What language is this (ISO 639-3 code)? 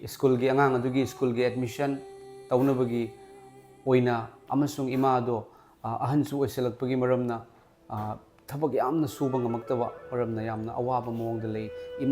mni